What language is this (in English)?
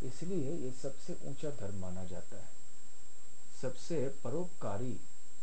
Hindi